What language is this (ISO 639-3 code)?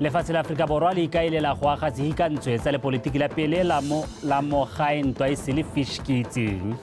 tsn